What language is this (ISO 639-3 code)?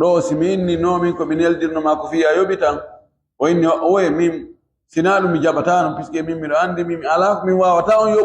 ful